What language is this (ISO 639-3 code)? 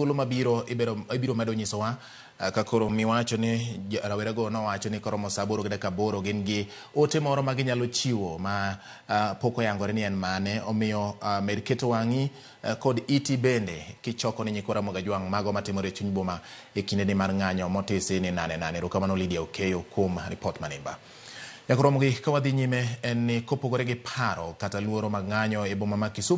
luo